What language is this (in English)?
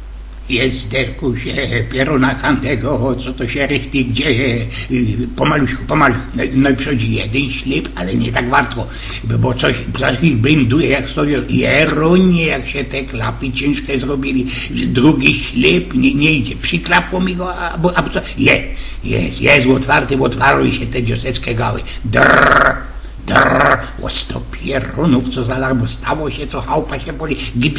Silesian